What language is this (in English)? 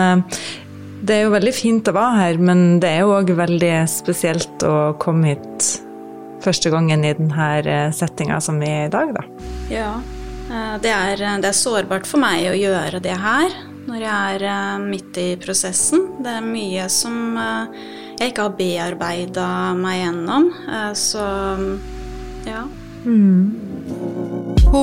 Norwegian